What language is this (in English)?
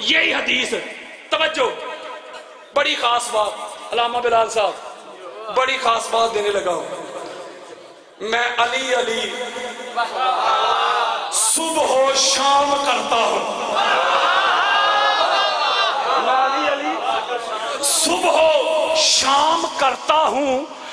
Urdu